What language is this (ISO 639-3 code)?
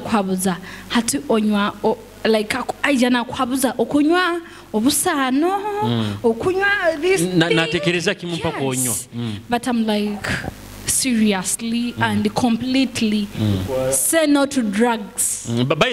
nyo